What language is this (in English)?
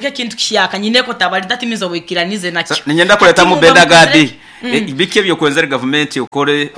Nyankole